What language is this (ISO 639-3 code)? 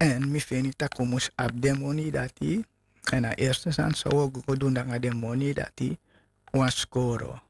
srn